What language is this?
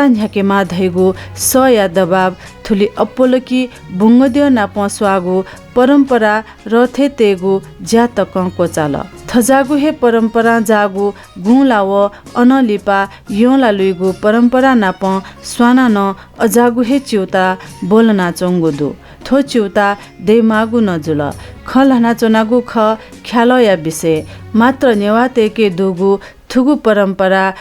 Newari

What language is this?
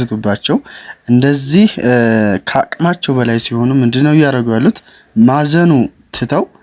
Amharic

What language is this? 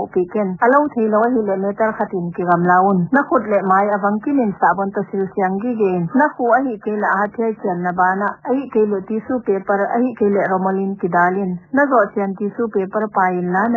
Paite Chin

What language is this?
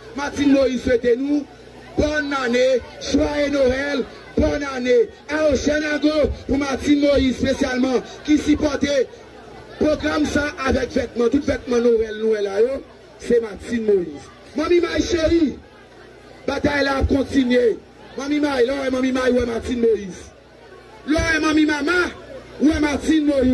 Haitian Creole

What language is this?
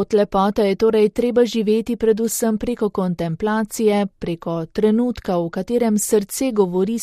Slovenian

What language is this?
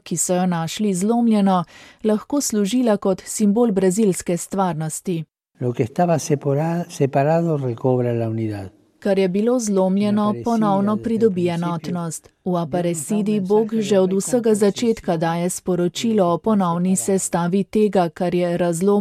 Slovenian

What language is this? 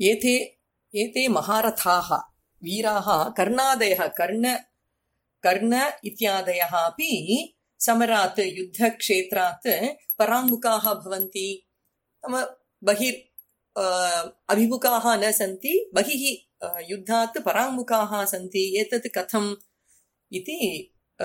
Sanskrit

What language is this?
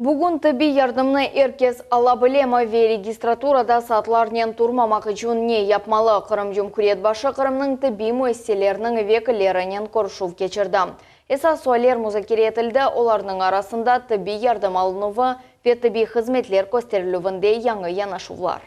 Crimean Tatar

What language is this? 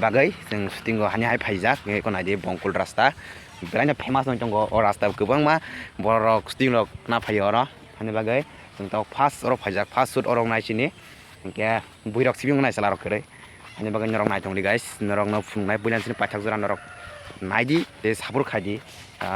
Kok Borok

